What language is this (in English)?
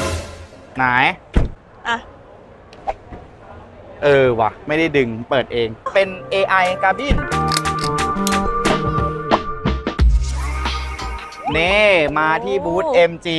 Thai